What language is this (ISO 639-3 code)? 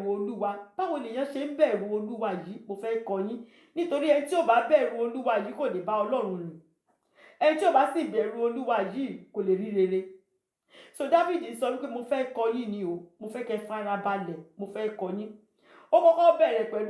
yor